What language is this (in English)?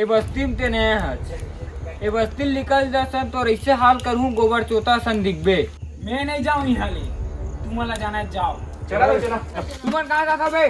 Chhattisgarhi